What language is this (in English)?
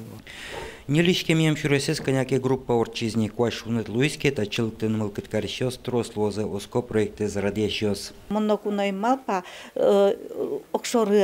Udmurt